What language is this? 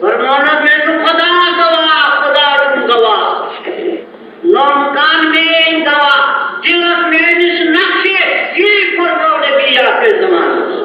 Kashmiri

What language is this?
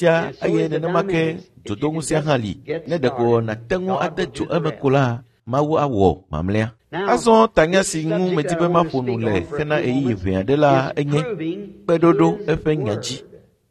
Ewe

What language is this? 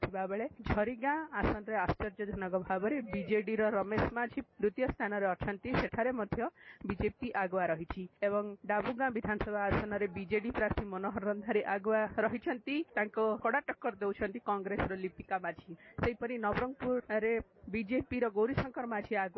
Odia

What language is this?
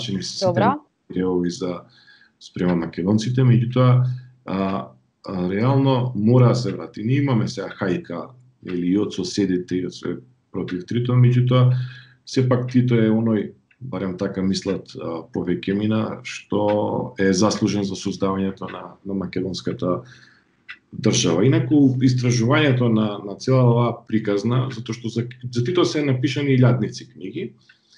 Macedonian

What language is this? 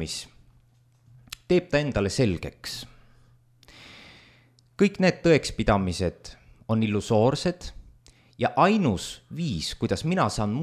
Estonian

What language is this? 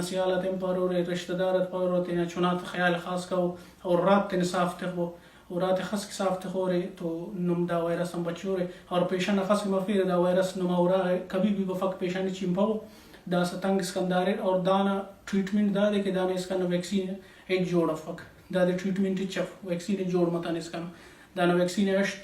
Brahui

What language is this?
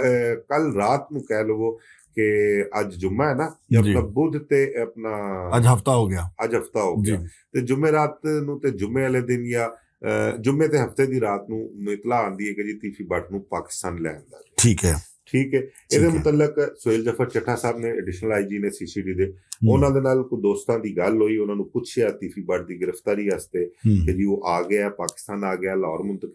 Western Panjabi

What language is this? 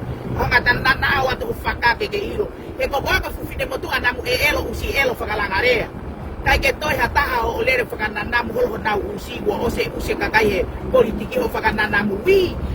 Tongan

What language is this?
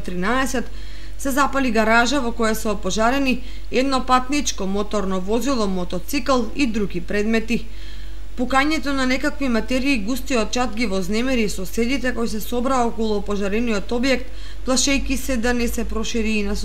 Macedonian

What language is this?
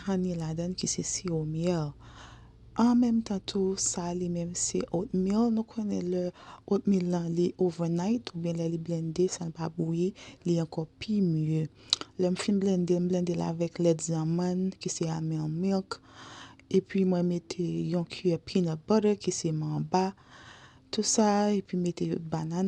Haitian Creole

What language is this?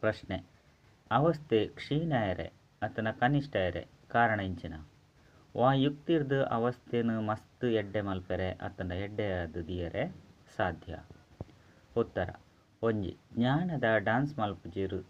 Tulu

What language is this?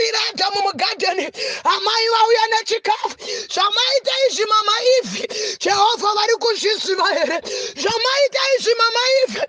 Shona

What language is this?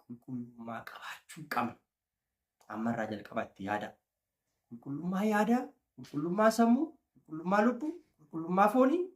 Oromo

